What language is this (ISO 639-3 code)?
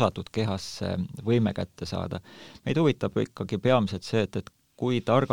est